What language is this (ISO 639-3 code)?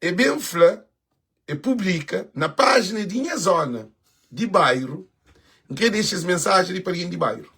kea